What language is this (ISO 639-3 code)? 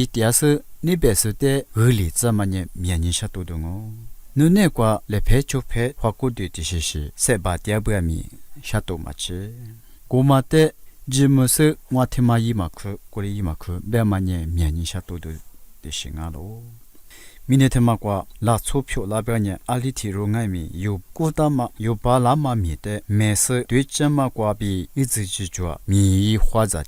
lis